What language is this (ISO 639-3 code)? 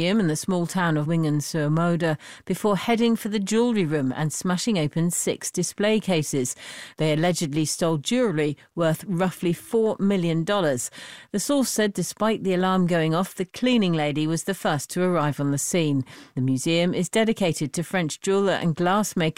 eng